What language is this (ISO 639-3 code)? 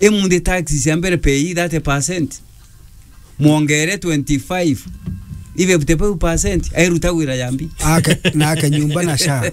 mer